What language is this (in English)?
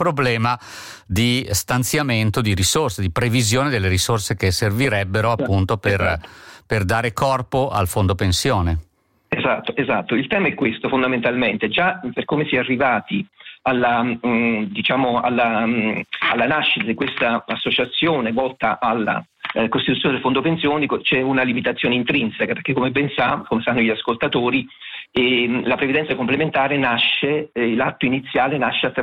Italian